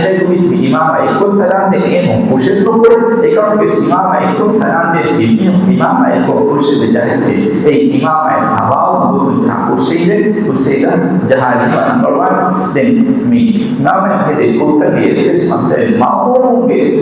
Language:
Divehi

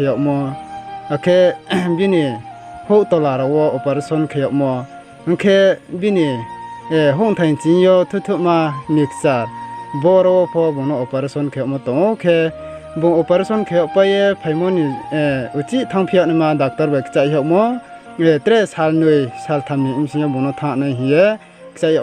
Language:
Riang (India)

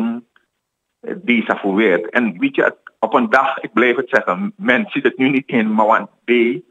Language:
Dutch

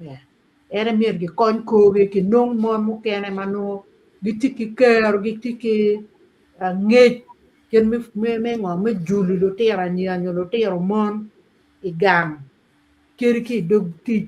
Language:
Acoli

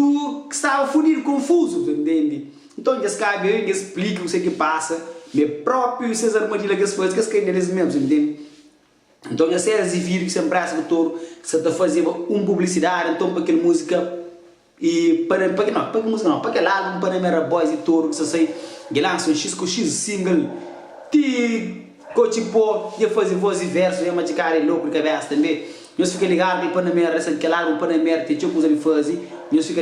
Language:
Kabuverdianu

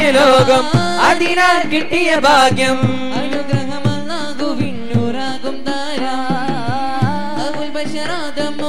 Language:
Malayalam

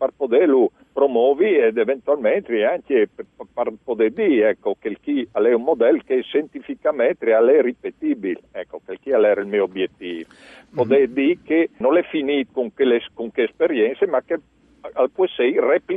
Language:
Friulian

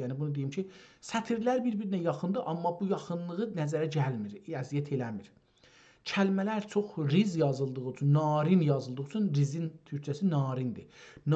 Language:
South Azerbaijani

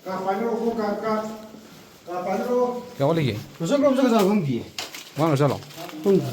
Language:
Manipuri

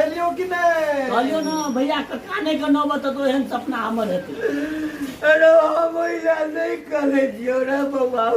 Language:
Maithili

